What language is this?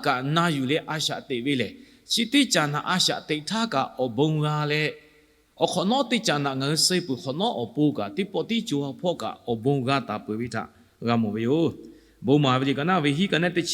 Lahu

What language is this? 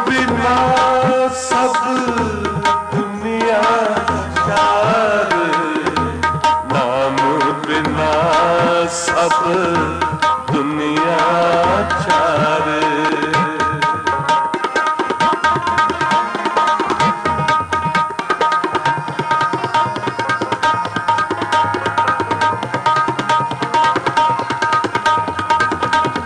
Punjabi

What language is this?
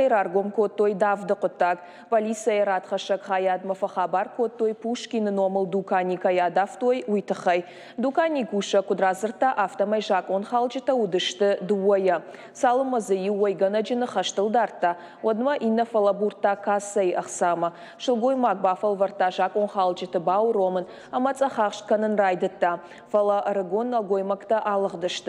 Ossetic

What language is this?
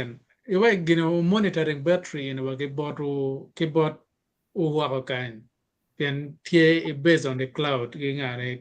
Acoli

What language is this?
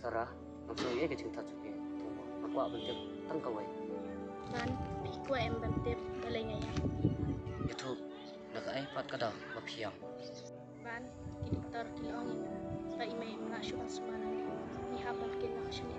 Khasi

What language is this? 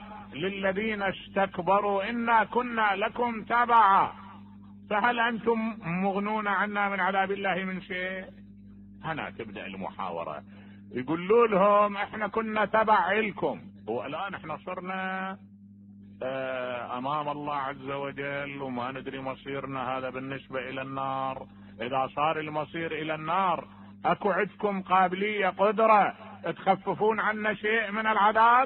Mesopotamian Arabic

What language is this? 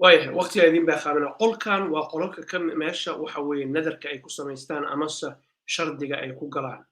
Somali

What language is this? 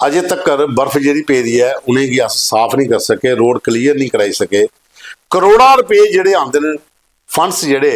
Dogri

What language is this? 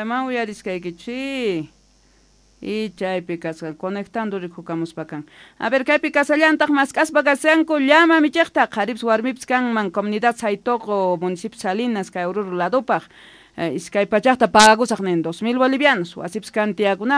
South Bolivian Quechua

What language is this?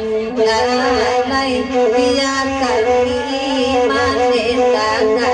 Minangkabau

